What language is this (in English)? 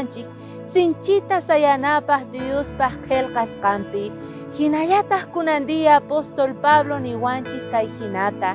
South Bolivian Quechua